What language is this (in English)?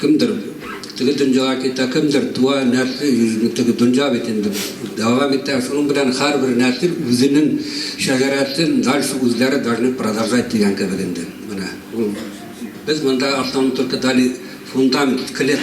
Tatar